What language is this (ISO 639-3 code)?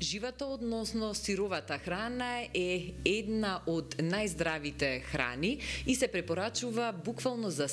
mkd